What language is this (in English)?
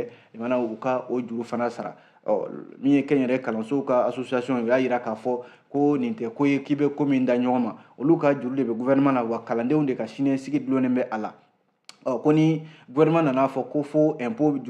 Bambara